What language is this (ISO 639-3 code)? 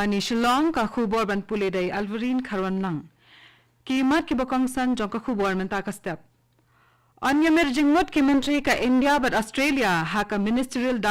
kha